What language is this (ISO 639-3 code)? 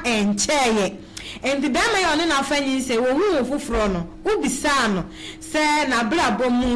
aka